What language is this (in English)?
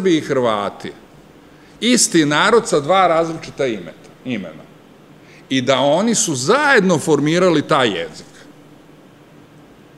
Serbian